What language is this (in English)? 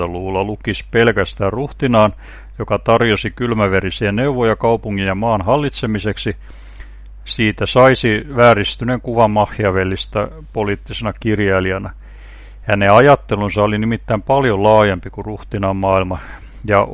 Finnish